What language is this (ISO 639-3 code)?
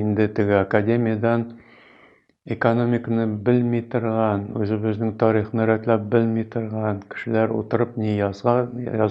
tat